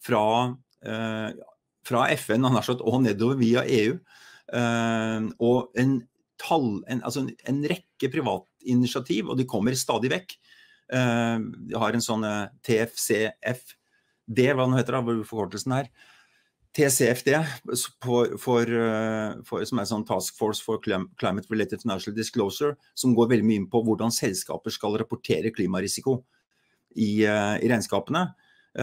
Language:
Norwegian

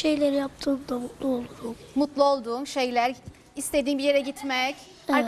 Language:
Turkish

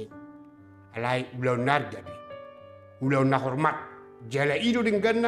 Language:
Batak Toba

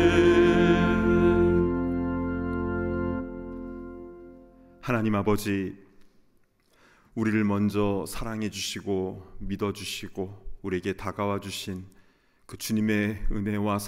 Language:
Korean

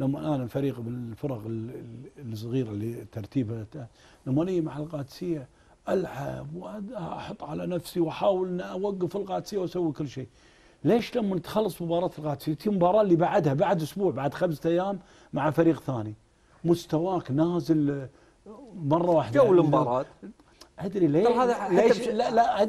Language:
Gulf Arabic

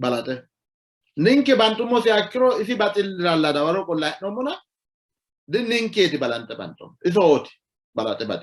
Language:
Sidamo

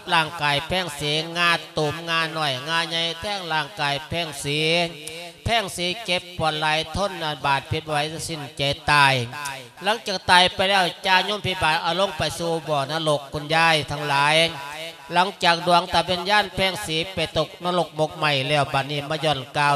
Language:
Lao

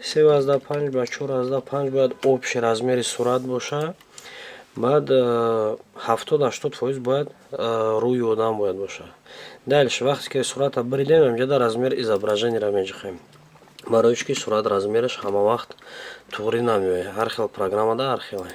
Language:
Tajik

